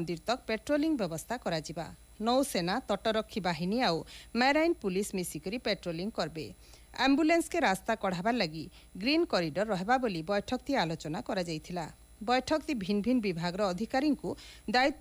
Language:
Odia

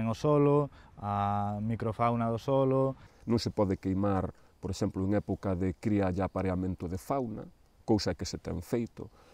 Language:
Galician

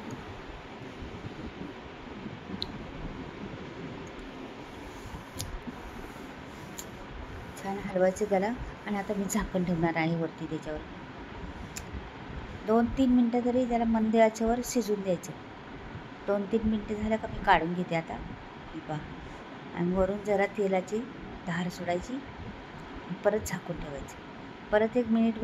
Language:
Marathi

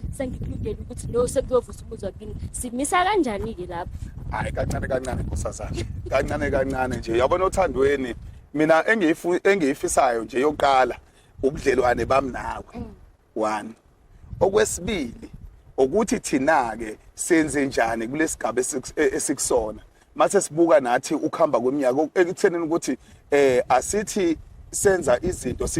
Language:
Zulu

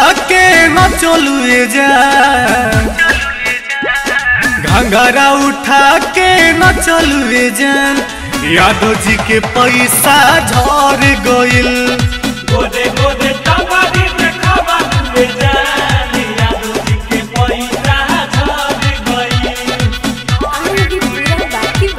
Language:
Bhojpuri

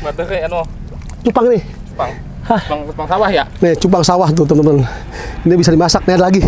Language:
Betawi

